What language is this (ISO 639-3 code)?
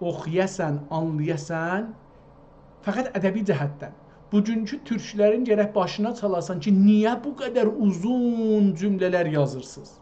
azb